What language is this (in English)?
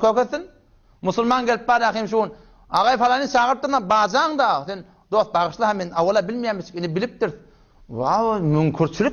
Turkmen